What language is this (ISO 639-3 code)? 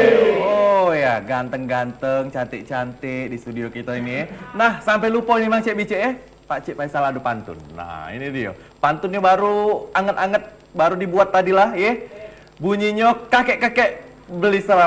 mui